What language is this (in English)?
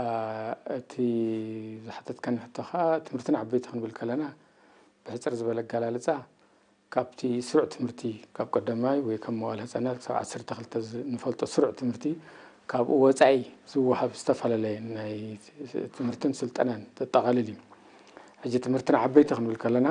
Tigrinya